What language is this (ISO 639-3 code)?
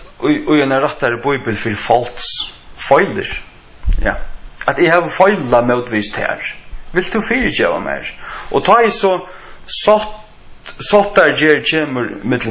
fao